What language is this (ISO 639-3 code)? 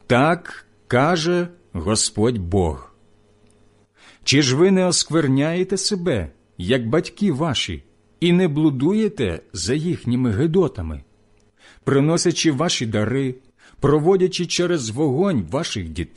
ukr